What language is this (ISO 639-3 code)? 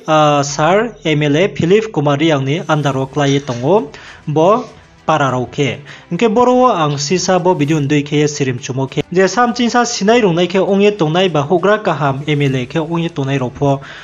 ria